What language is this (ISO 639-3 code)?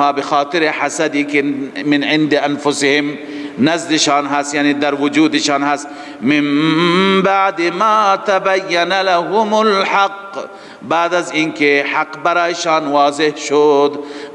fas